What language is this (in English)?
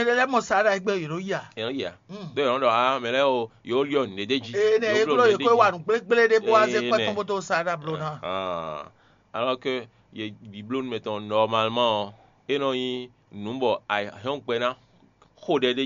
Fon